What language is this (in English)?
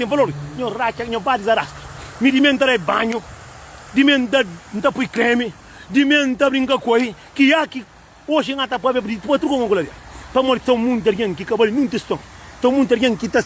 Kabuverdianu